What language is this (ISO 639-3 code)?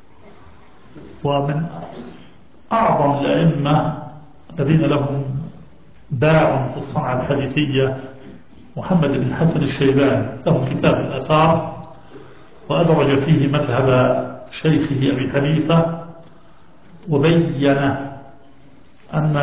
ara